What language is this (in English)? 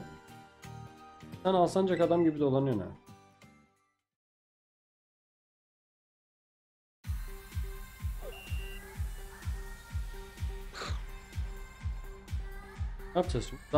Turkish